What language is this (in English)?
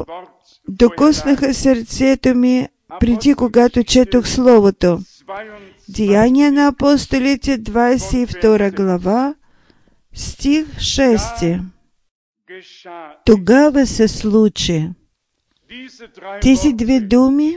Bulgarian